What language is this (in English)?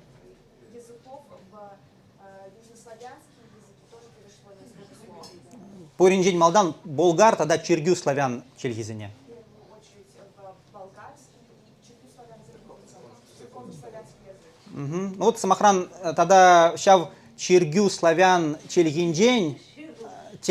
Chuvash